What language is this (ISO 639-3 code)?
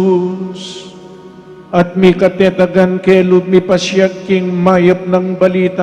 pam